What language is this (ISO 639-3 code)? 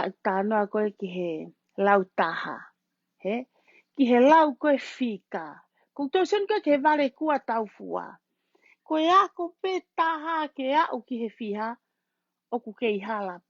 ton